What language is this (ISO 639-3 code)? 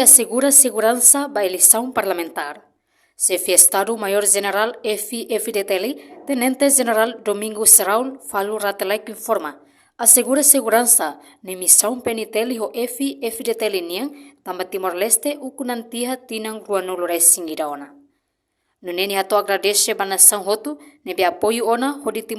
tet